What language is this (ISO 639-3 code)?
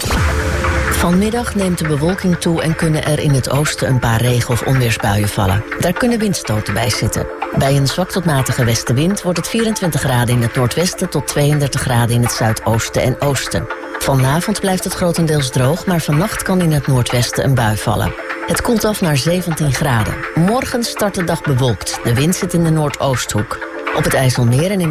nld